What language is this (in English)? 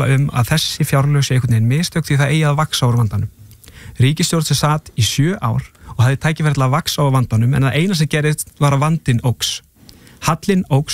Icelandic